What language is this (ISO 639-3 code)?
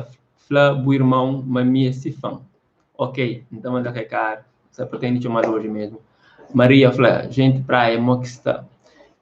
kea